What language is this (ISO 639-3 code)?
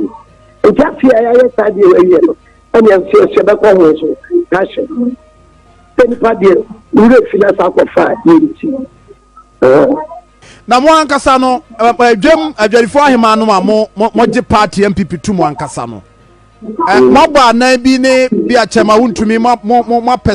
aka